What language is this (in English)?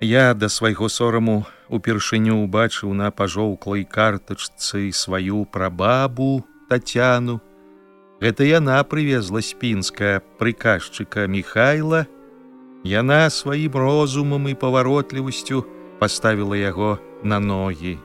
Belarusian